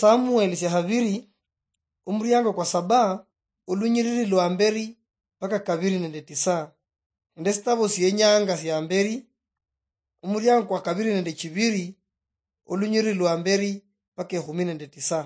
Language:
Luyia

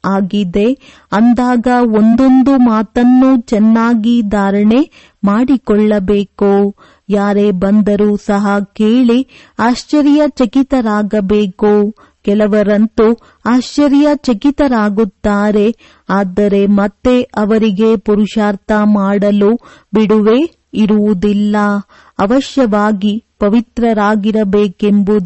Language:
Kannada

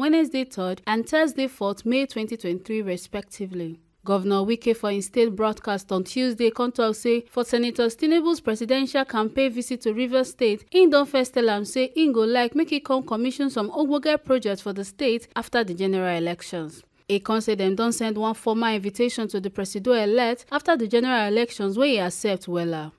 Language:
Nigerian Pidgin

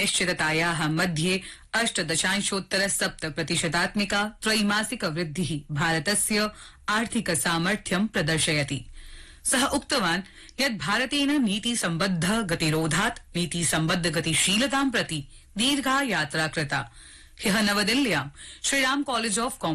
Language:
Sanskrit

